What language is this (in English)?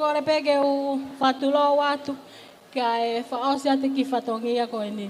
Tongan